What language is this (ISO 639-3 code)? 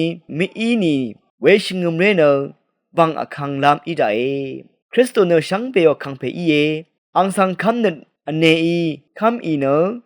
raw